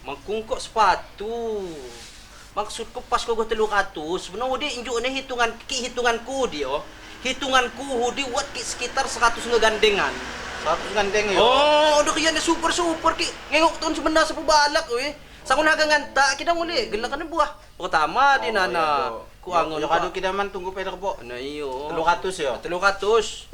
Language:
Lampung Api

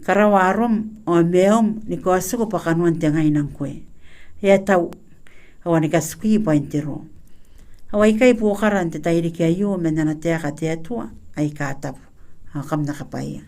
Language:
Gilbertese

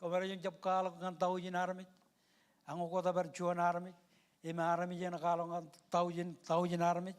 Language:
Marshallese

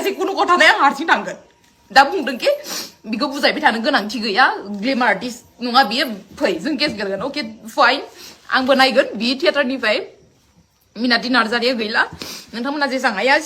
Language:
Bodo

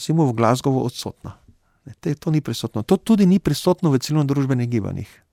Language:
Slovenian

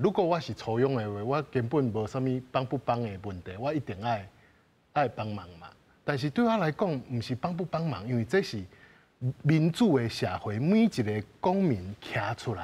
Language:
Min Nan Chinese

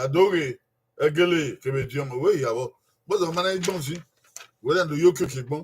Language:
Bini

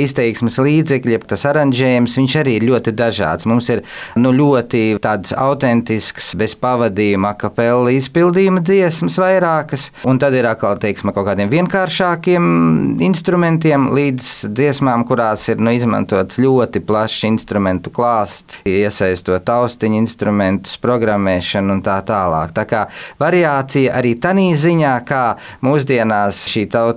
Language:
Latvian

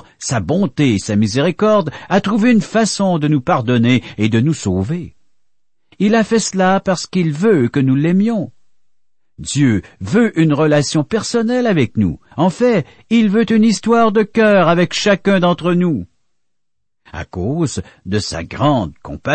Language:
French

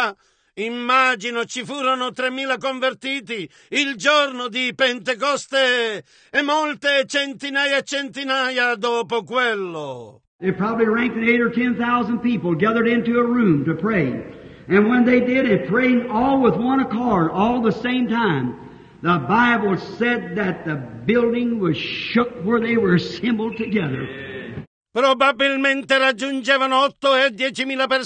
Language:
Italian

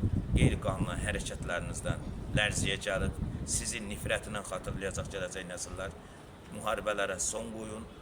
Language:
Azerbaijani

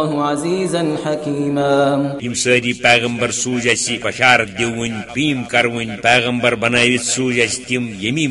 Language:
Kashmiri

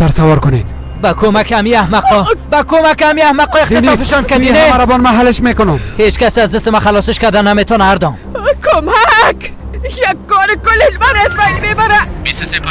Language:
Persian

